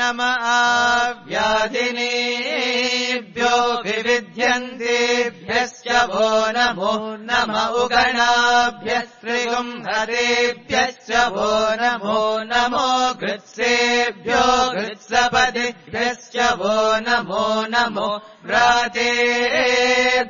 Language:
Sanskrit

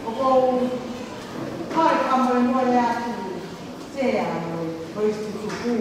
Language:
Tongan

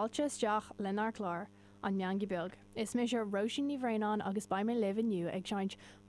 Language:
Irish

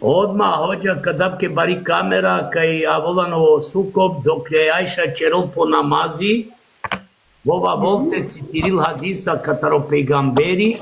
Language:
Balkan Romani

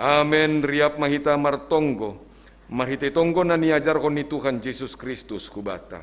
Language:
Batak Simalungun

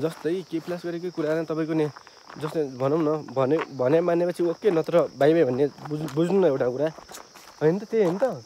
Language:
Nepali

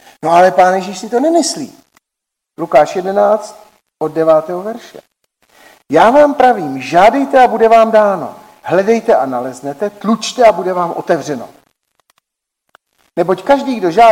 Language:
Czech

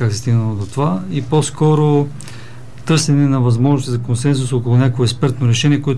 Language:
Bulgarian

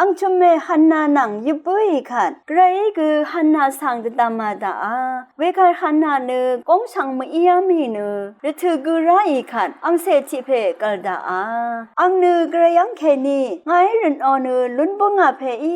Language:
Rawang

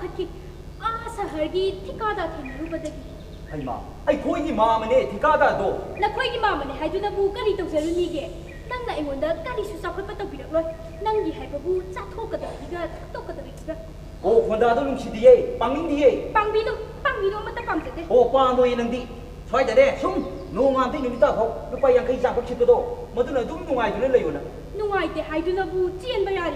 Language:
Manipuri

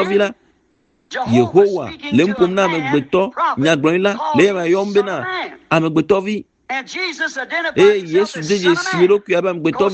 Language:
Ewe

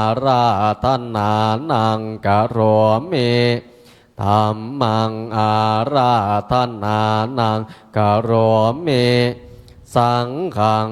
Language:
Pali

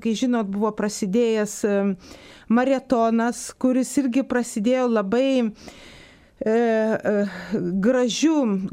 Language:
Lithuanian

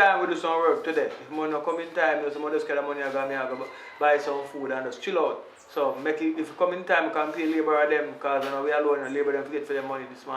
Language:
Jamaican Creole English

